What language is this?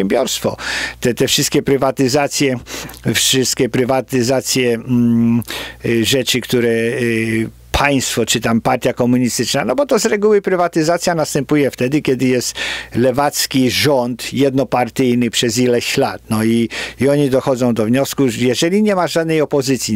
Polish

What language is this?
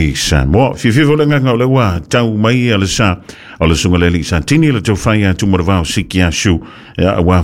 Samoan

